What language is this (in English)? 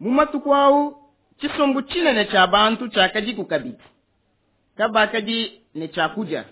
Luba-Lulua